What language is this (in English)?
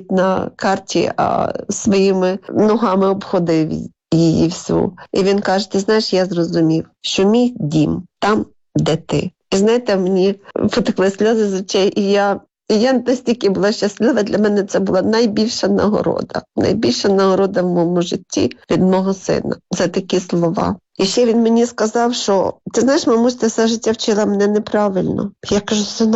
Ukrainian